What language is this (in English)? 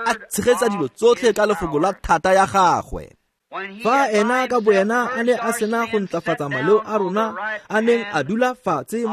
Tswana